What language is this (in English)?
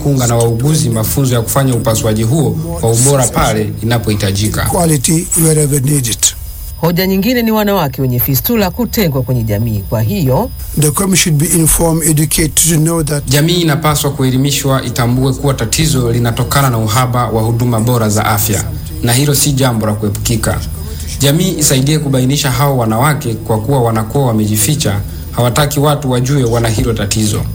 Swahili